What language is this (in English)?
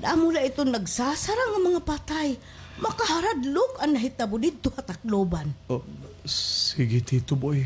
Waray